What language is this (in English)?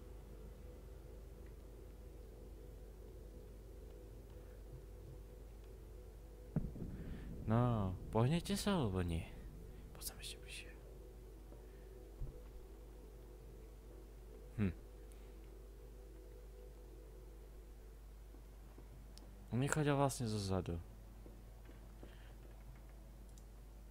Slovak